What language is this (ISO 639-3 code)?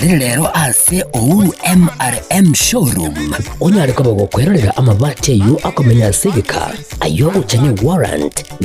guz